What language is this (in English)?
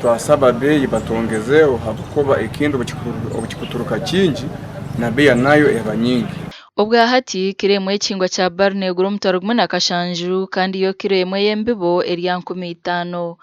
Nyankole